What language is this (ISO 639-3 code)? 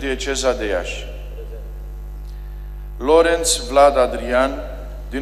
ron